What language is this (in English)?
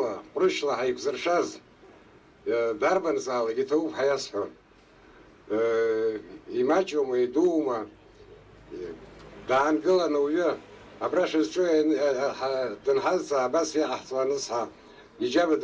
Abkhazian